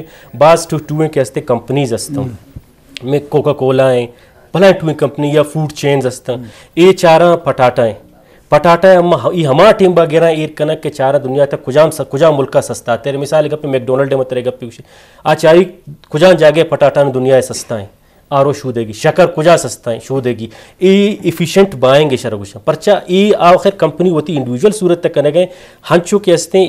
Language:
Baluchi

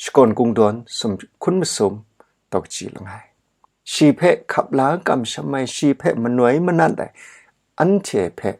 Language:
Kachin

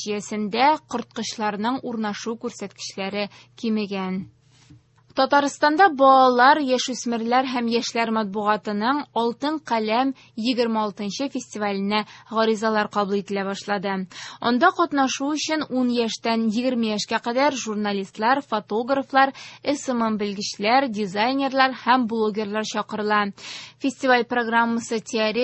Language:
Tatar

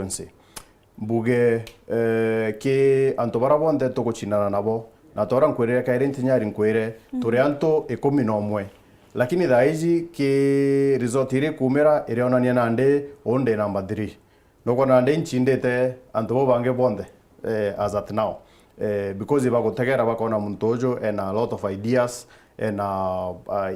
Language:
Meru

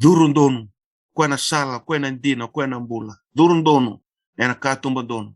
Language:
Fijian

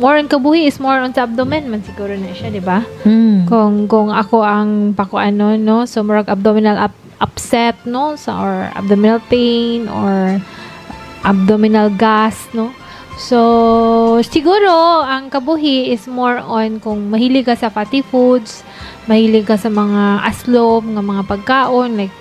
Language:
Cebuano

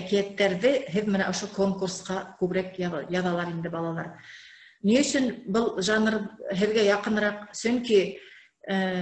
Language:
Bashkir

